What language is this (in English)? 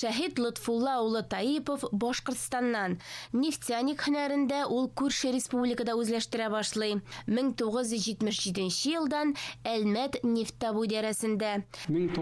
Tatar